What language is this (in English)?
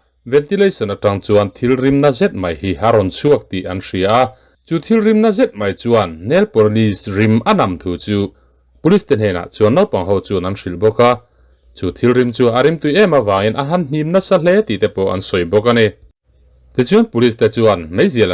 Mizo